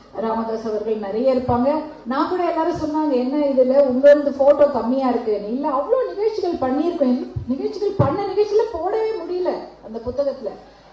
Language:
Tamil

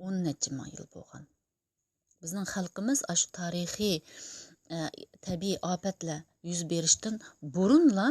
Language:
Uyghur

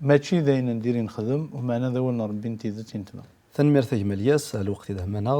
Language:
Kabyle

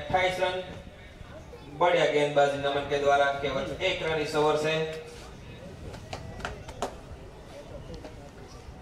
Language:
Hindi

